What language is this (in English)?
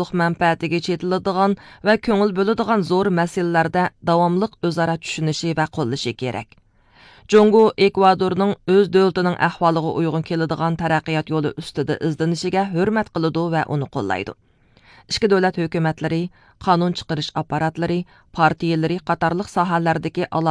Uyghur